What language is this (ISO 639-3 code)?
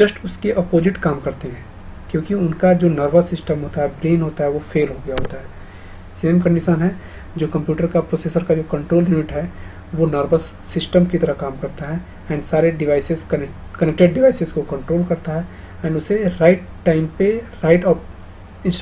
hin